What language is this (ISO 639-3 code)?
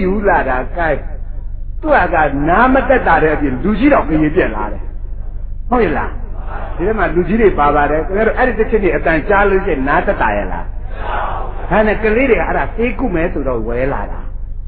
mya